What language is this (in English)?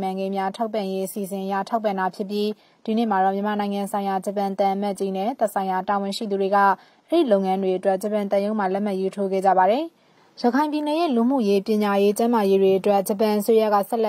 Burmese